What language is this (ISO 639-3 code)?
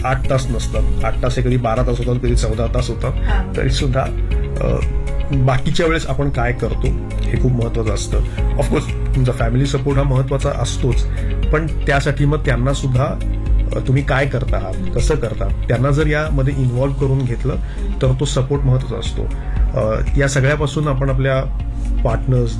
mar